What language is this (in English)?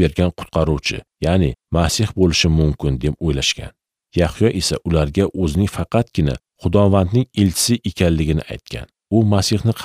Uzbek